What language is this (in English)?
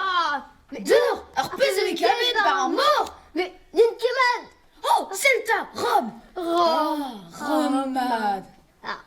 Breton